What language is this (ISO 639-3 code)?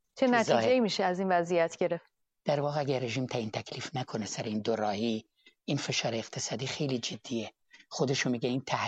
fas